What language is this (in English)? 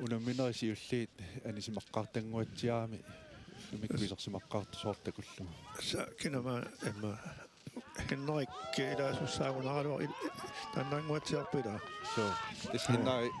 Kalaallisut